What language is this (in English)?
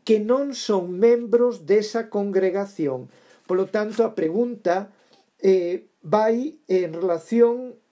Galician